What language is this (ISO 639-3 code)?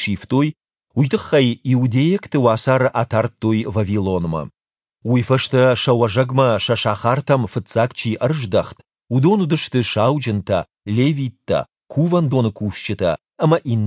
oss